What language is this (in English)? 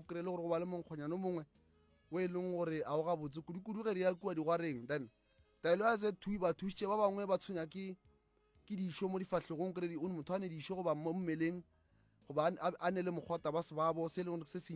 Northern Sotho